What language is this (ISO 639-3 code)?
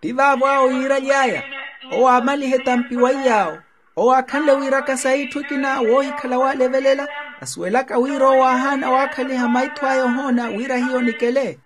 vmw